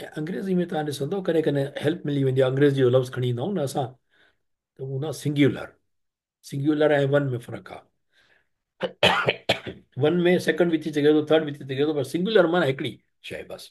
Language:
Sindhi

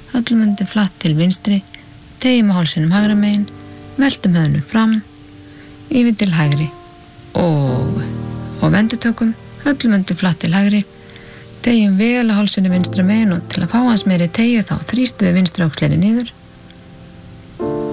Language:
Icelandic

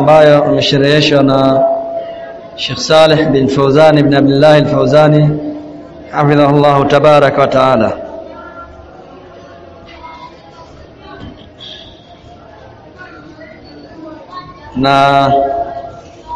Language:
Swahili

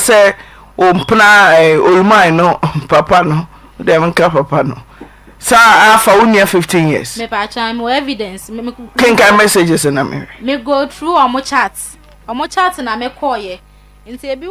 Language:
Akan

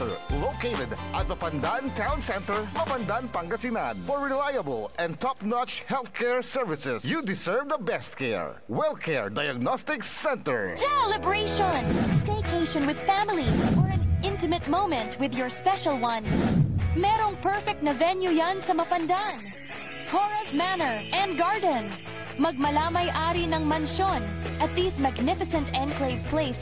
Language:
Pangasinan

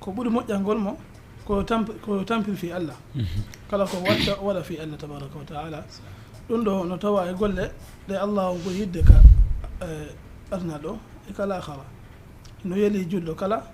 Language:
Fula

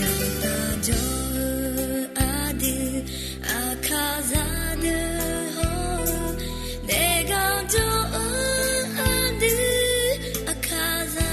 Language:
Akha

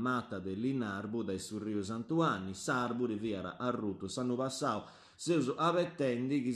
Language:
Sardinian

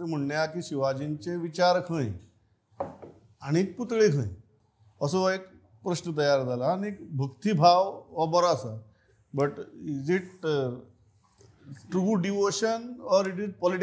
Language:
Konkani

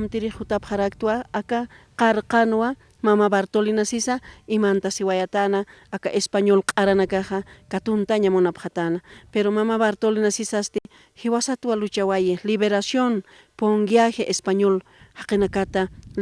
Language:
Aymara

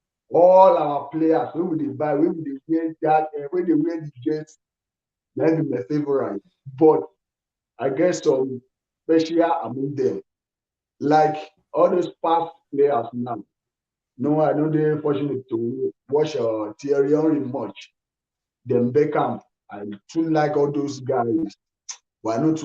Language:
Nigerian Pidgin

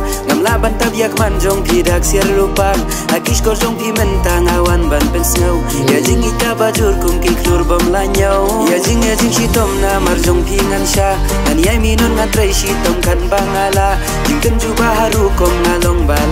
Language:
Khasi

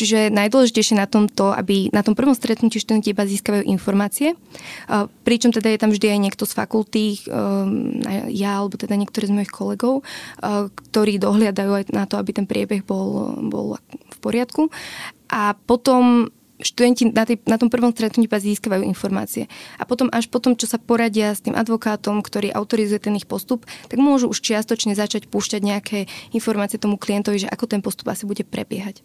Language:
Slovak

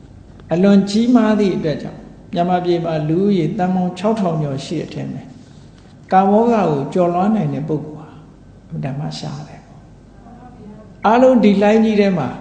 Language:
Burmese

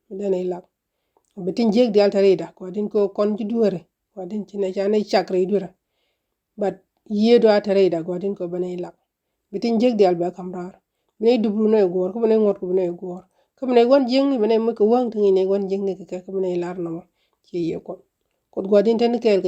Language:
Nuer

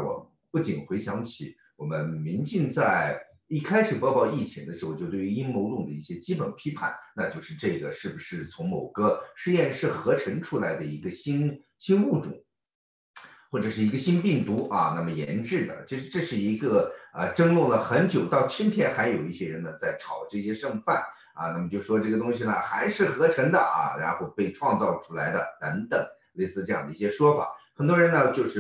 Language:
Chinese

